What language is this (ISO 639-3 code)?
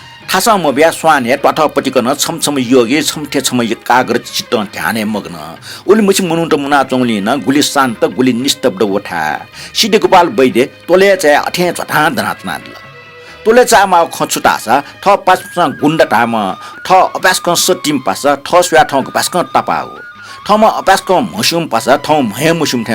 new